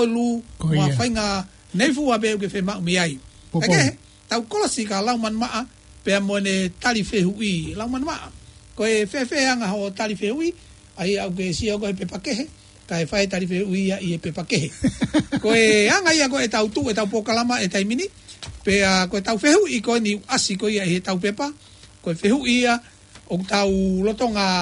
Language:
Tongan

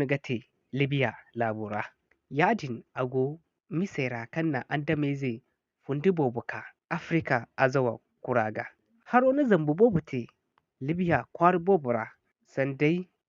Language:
Zarma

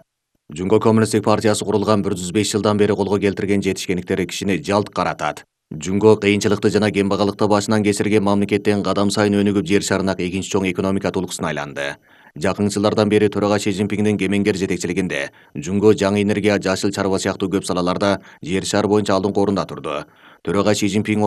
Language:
Kyrgyz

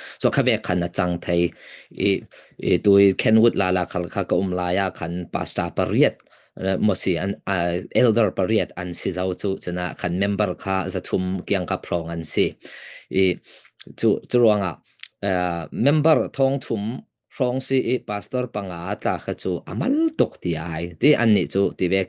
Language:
Falam Chin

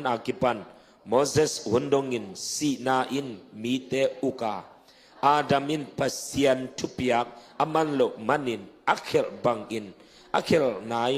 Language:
Tedim Chin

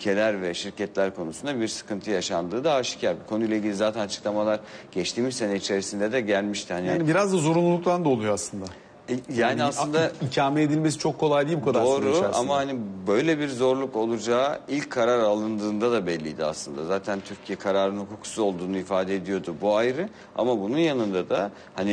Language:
Turkish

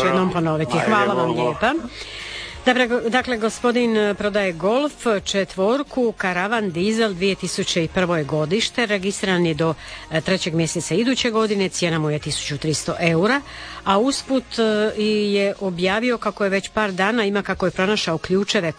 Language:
Croatian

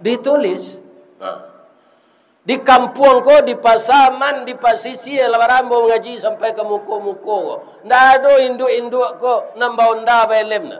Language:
Minangkabau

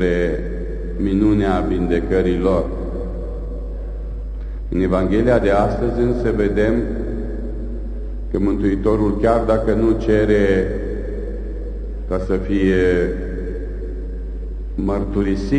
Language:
Romanian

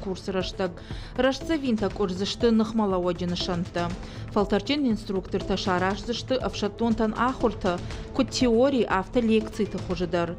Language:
Ossetic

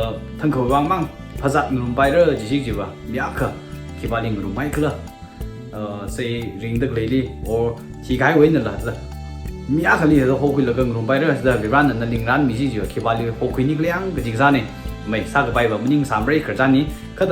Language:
Tangkhul Naga (India)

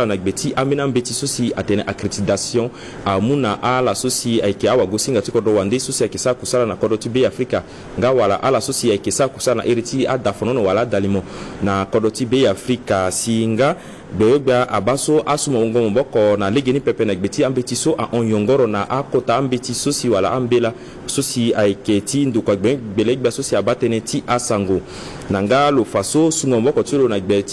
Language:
Sango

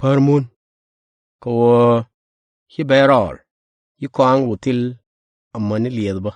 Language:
Nuer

